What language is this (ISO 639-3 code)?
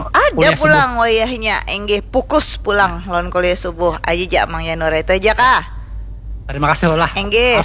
bjn